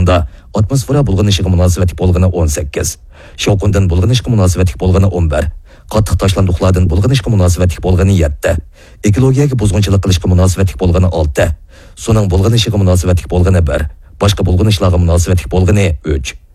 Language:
Uyghur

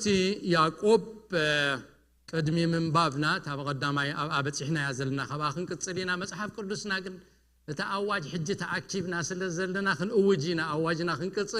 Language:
Tigrinya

